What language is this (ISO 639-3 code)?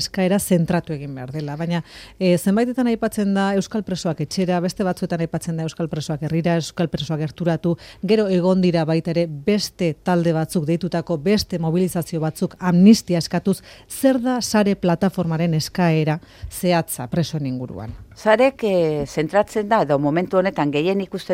eus